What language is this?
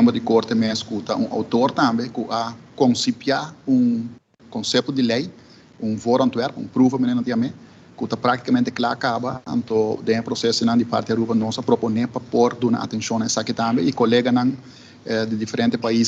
Papiamento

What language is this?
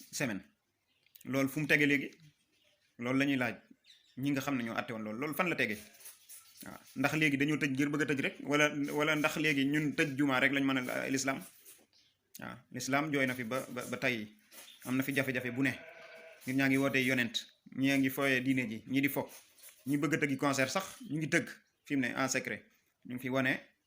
Wolof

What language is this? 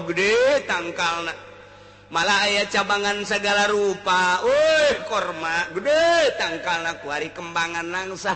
Sundanese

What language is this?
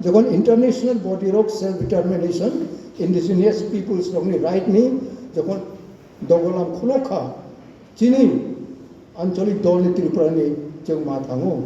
Kok Borok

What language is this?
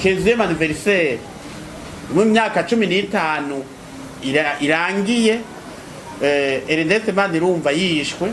Rundi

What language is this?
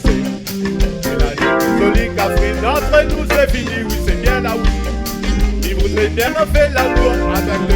Réunion Creole French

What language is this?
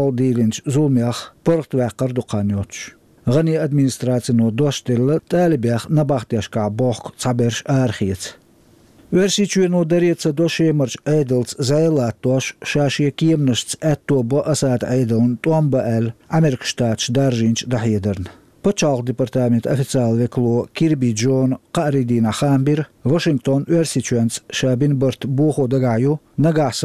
Chechen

